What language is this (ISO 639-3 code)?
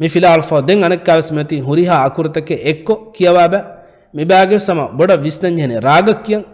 div